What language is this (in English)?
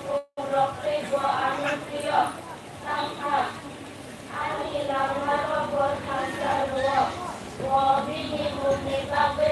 Kok Borok